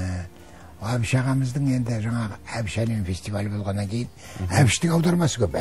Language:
Kazakh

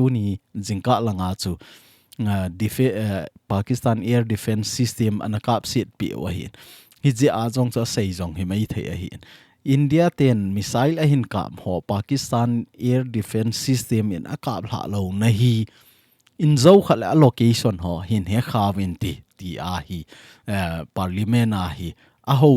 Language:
Thado Chin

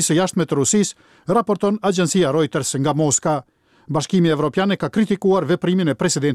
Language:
Albanian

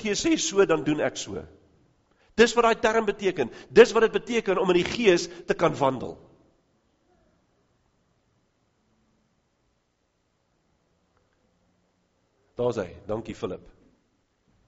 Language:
Afrikaans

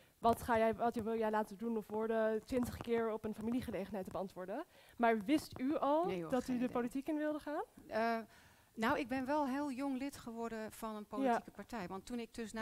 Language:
Dutch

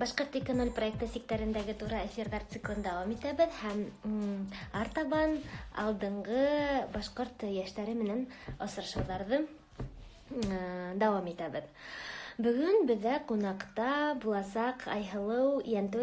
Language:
Bashkir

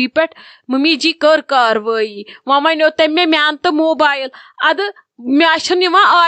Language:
Kashmiri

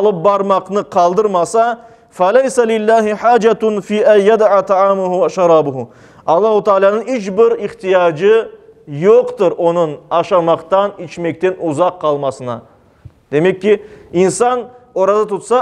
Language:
Crimean Tatar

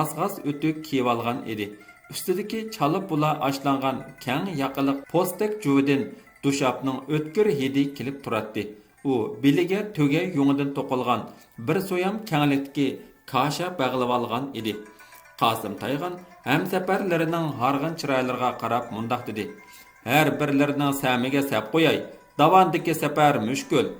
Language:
Uyghur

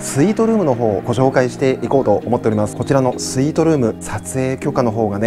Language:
Japanese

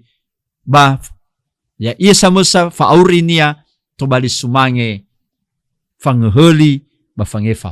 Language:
Nias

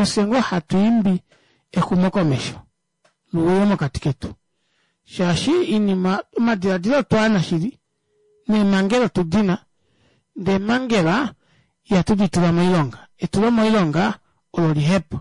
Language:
Kuanyama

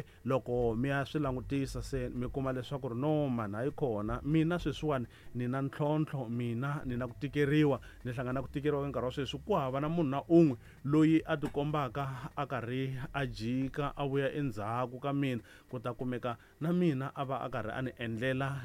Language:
Tsonga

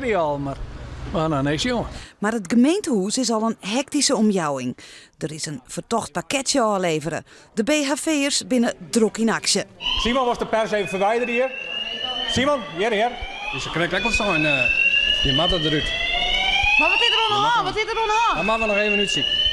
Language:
Western Frisian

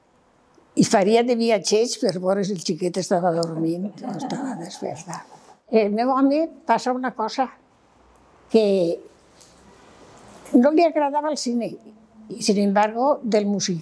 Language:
Catalan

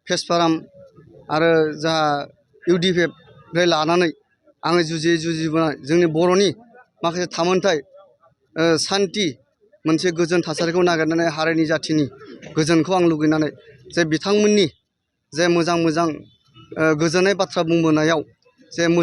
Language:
Bodo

